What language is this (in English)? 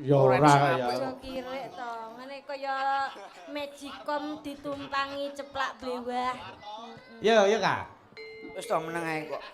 Javanese